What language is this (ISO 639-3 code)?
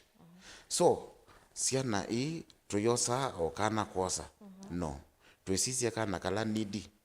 kam